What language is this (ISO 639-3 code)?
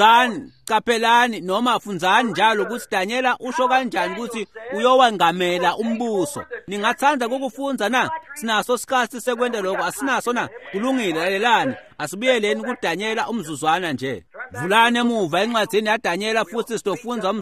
ssw